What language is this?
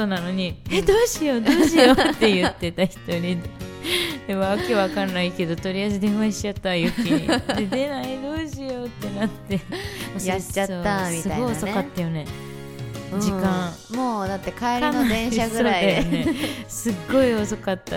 Japanese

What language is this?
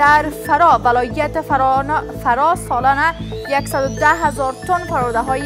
Persian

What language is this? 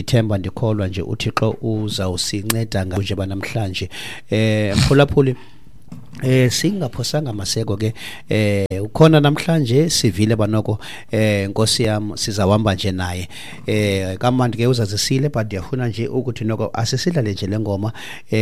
Xhosa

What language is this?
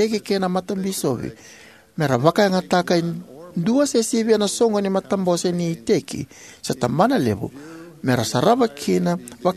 Fijian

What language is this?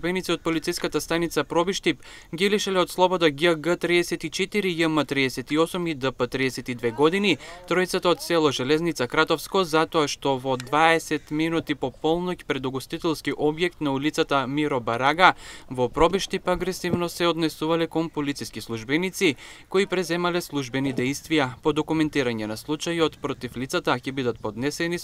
Macedonian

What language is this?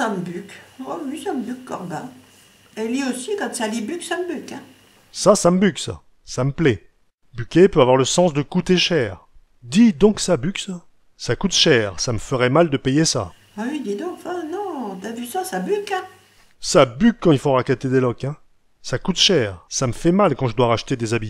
Picard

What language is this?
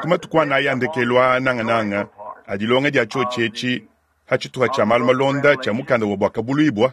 Luba-Lulua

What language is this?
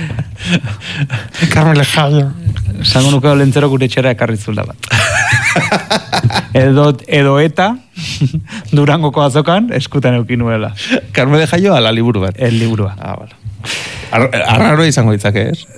Basque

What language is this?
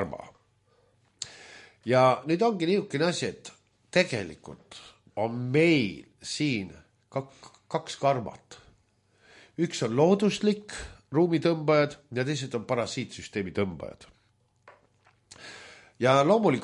Estonian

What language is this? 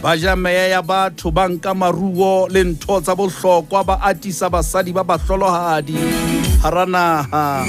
Southern Sotho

